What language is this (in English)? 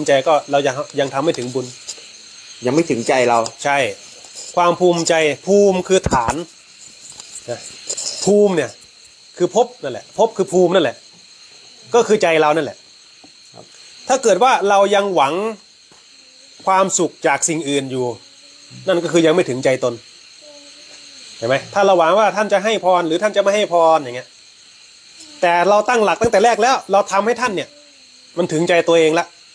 Thai